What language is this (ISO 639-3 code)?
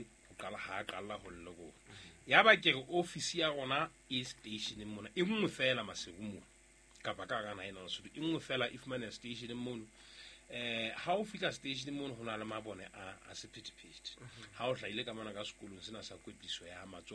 sot